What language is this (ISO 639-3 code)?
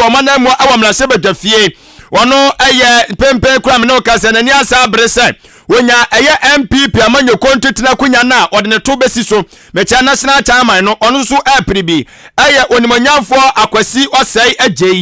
aka